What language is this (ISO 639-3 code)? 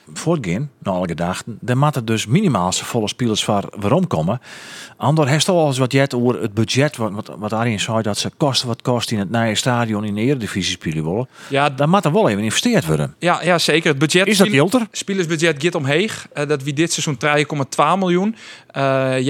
fry